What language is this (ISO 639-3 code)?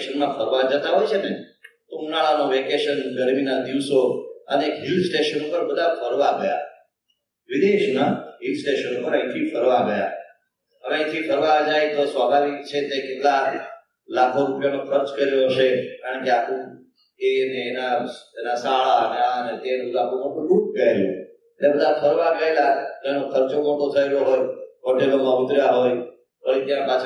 guj